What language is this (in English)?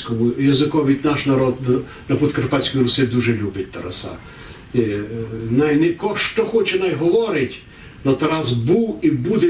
Rusyn